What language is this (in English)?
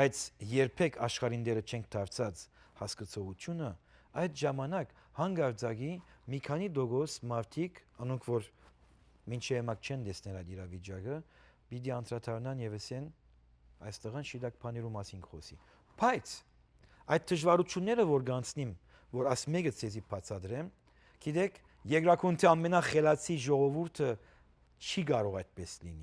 Western Armenian